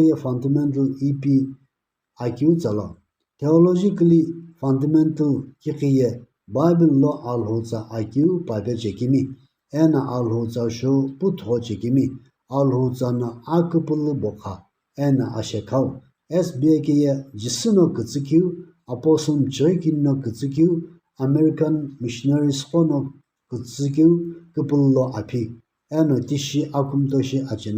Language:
Sumi Naga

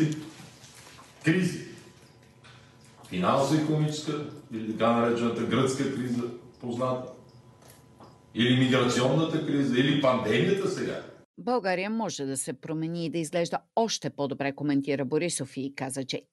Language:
Bulgarian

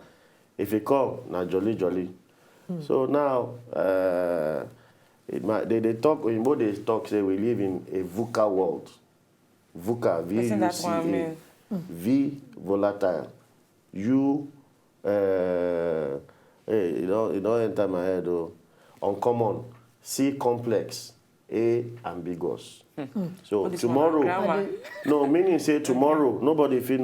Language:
Nigerian Pidgin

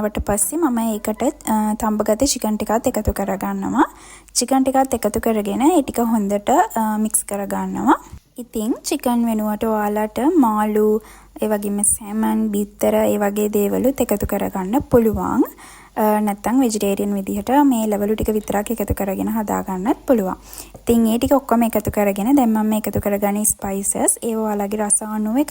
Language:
Sinhala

